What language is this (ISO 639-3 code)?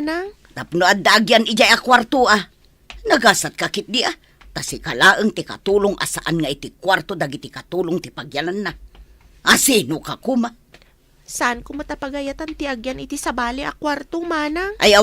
ilo